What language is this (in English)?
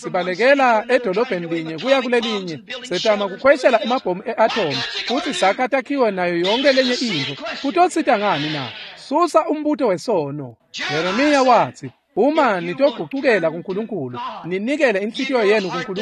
Swati